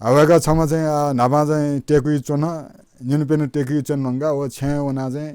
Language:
Newari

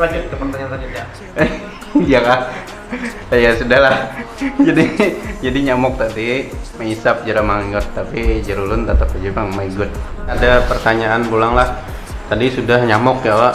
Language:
Banjar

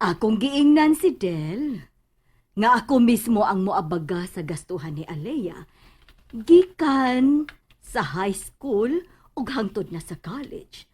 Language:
Cebuano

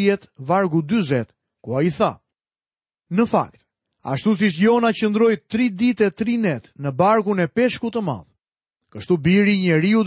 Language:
Albanian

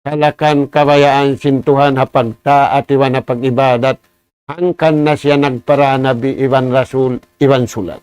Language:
Tausug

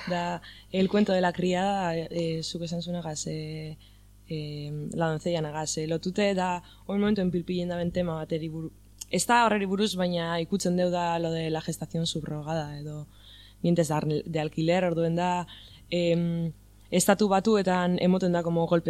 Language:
Basque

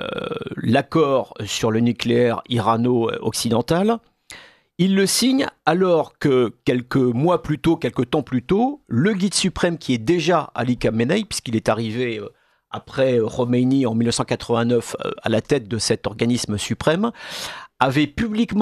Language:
French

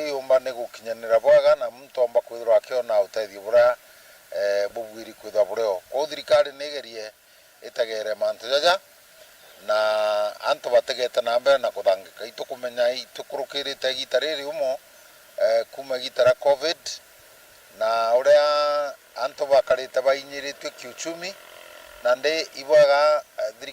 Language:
Meru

